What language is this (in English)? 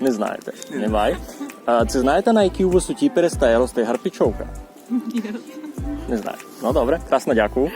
Rusyn